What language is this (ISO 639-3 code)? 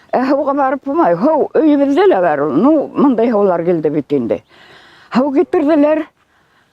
bak